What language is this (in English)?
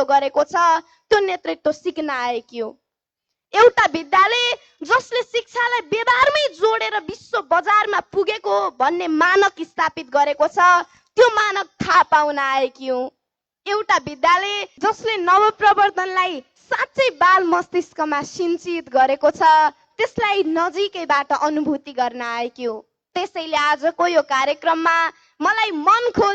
Nepali